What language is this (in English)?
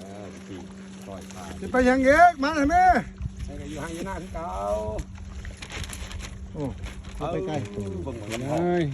Lao